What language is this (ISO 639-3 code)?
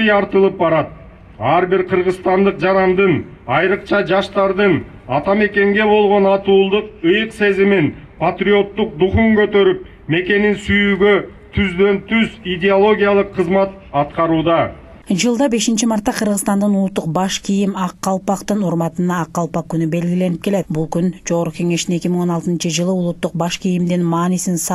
kir